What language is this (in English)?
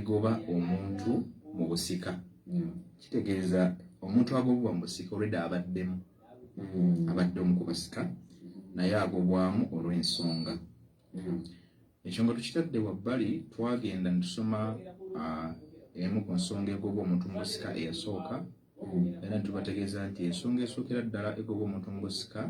Ganda